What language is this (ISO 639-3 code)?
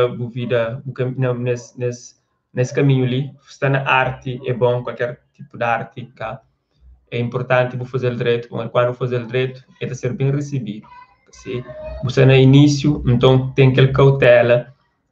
kea